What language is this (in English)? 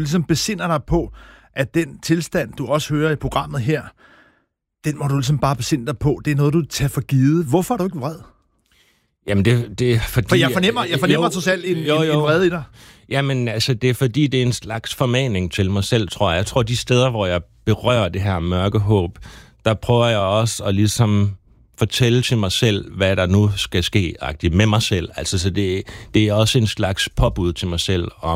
Danish